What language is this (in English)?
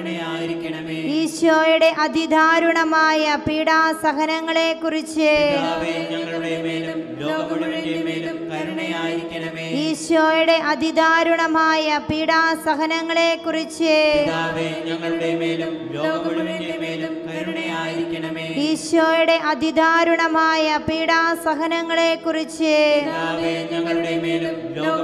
Malayalam